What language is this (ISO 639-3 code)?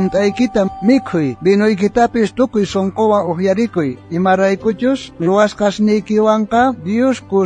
quh